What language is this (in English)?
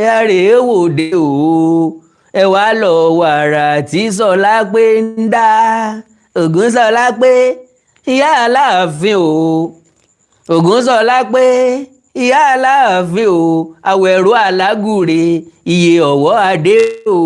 Yoruba